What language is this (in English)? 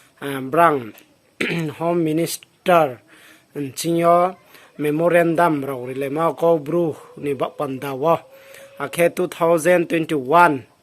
Riang (India)